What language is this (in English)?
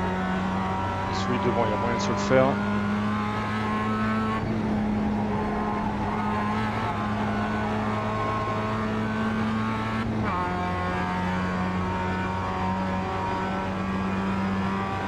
French